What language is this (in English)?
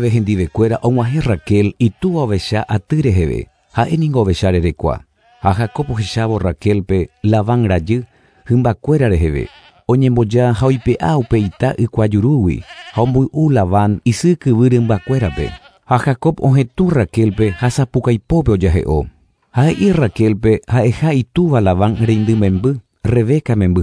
Guarani